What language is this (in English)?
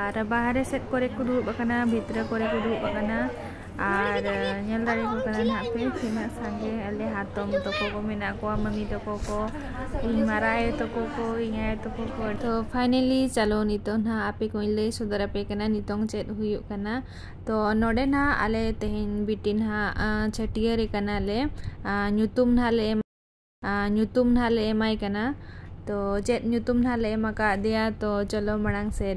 Santali